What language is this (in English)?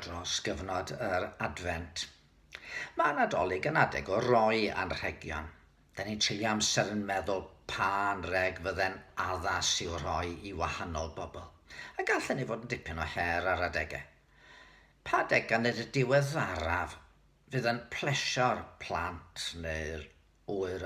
Welsh